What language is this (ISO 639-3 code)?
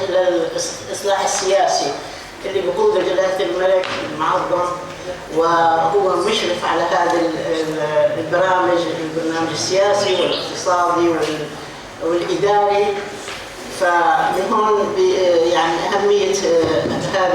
apc